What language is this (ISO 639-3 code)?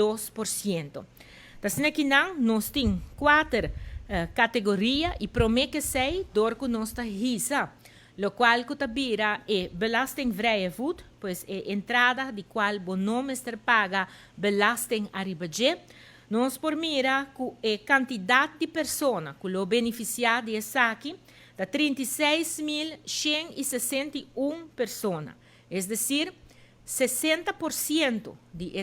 pap